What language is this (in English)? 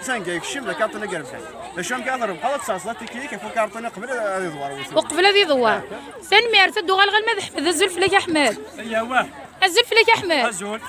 Kabyle